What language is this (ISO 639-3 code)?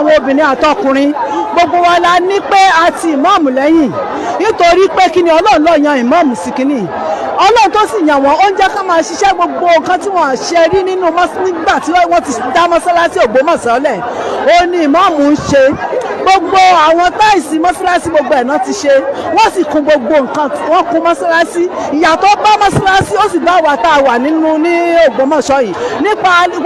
yor